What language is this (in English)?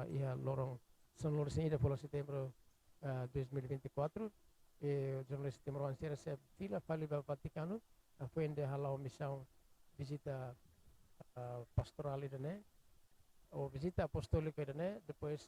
Tetum